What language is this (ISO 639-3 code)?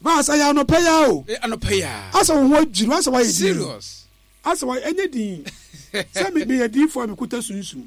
aka